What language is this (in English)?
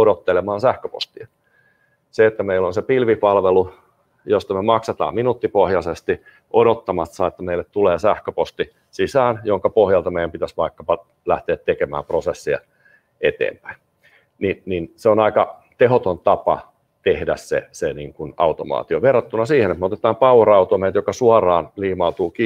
Finnish